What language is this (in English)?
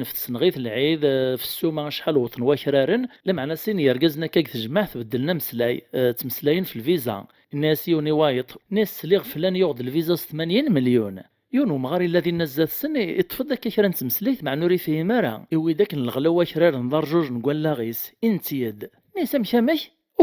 Kabyle